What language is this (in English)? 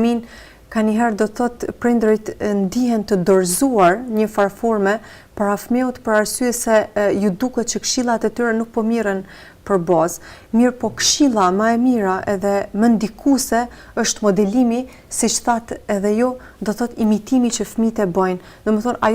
Albanian